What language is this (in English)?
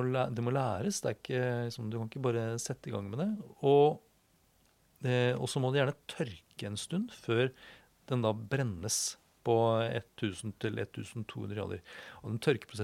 Norwegian